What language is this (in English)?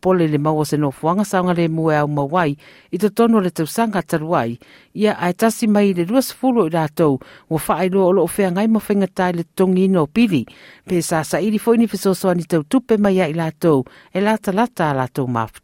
Samoan